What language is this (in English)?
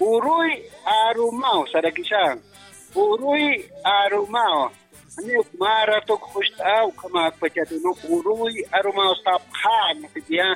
Aymara